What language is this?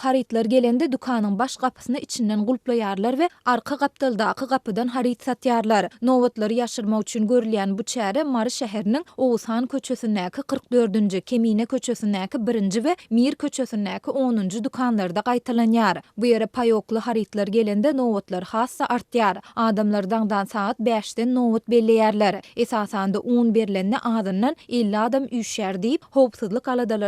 Turkmen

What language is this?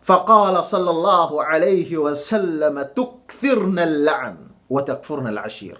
Yakan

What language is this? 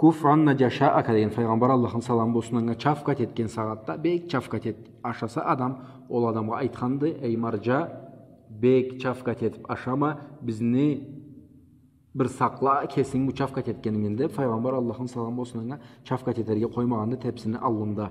Karachay-Balkar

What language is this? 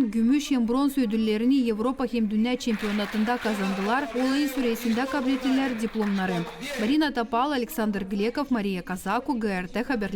Gagauz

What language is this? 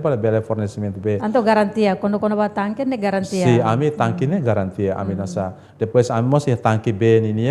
Tetum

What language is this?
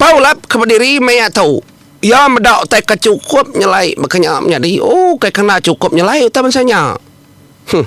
Iban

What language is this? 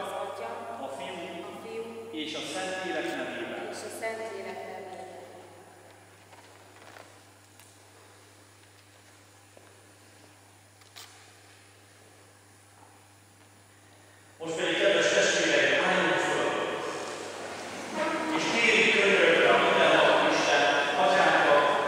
Hungarian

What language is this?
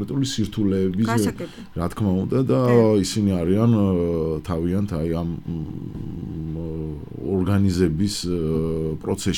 Georgian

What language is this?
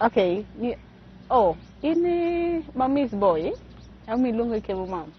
Luo (Kenya and Tanzania)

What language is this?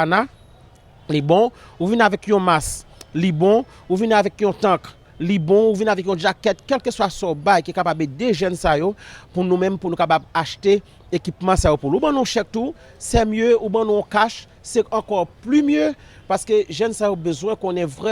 Haitian Creole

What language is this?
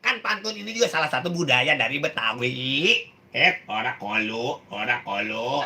Betawi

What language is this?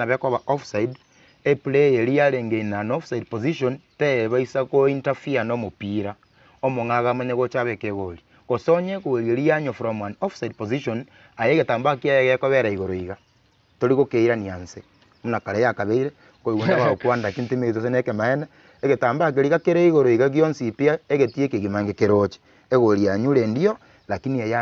Gusii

